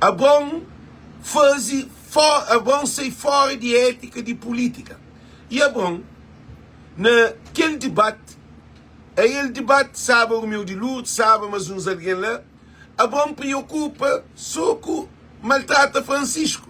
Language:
Kabuverdianu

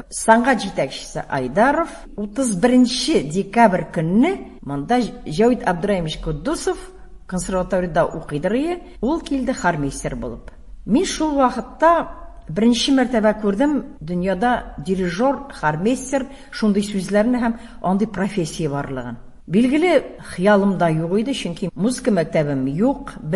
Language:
Tatar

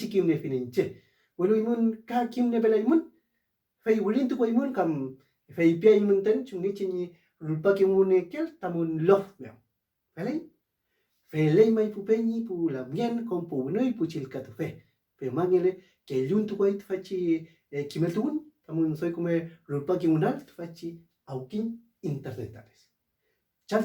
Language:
Mapuche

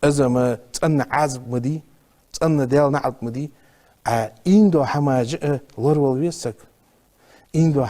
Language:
Ingush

